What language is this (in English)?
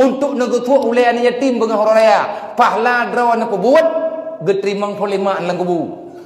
Achinese